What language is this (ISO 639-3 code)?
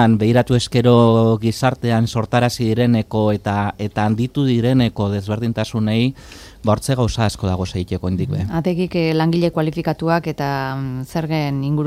eus